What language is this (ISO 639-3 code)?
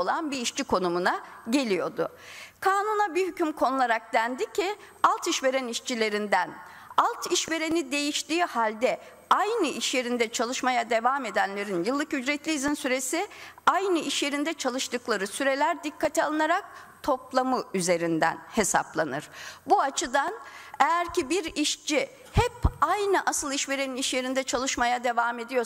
tur